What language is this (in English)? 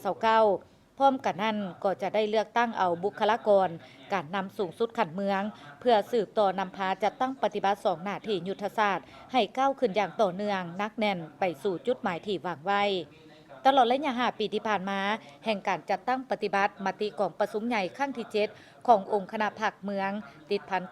Lao